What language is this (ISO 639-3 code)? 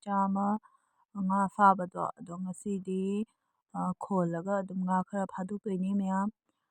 mni